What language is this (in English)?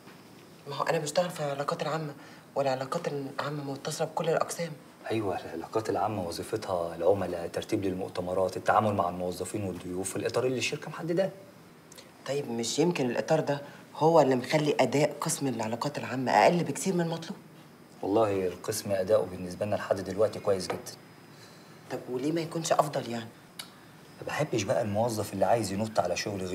Egyptian Arabic